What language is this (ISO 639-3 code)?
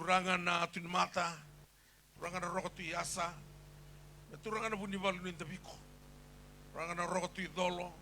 fij